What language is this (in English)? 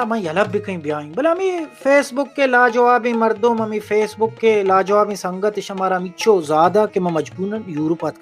Baluchi